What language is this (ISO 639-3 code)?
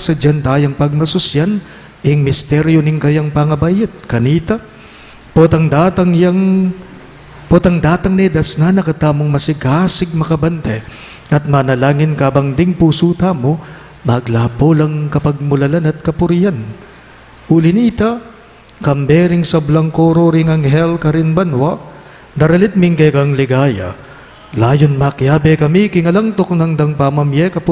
pam